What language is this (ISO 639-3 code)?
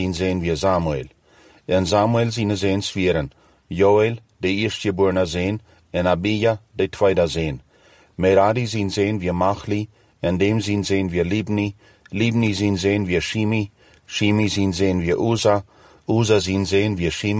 pdt